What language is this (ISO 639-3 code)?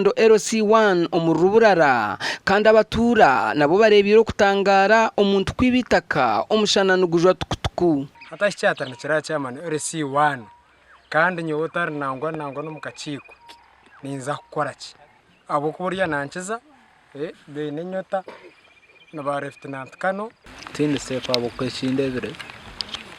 nyn